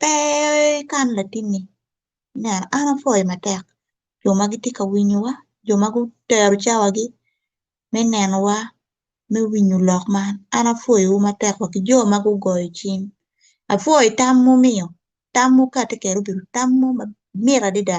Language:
Acoli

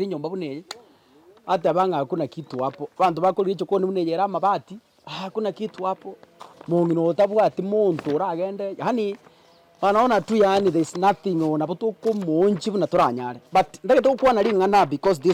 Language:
Gusii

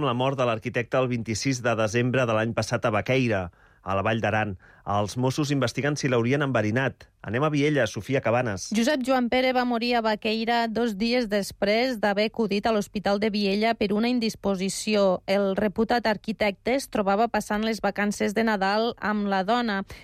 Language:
Catalan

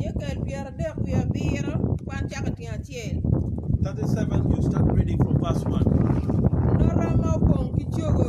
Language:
Acoli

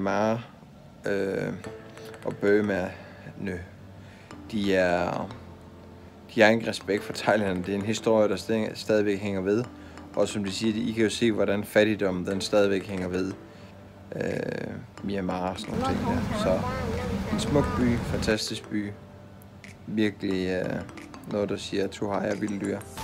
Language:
Danish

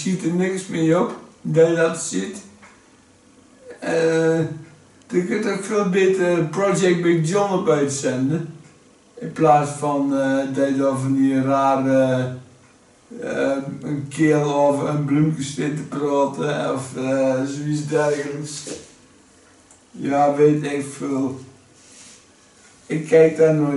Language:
Dutch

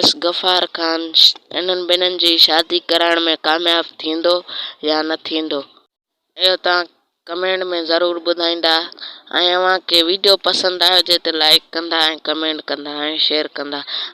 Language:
Sindhi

